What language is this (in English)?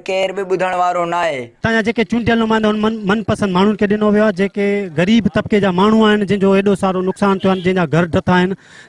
Sindhi